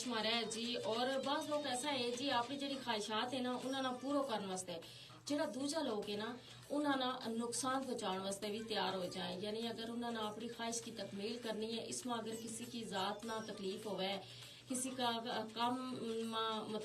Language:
Gujari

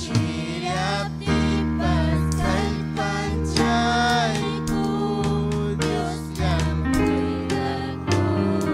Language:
Ayacucho Quechua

